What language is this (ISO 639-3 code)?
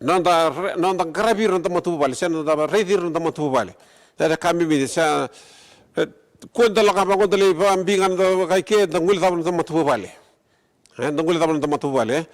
fij